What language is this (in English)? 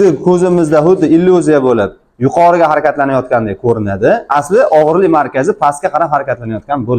Uzbek